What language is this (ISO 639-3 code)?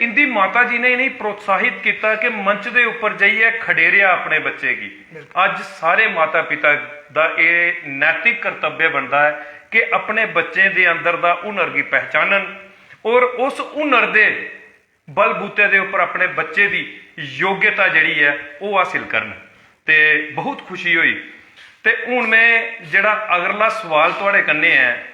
doi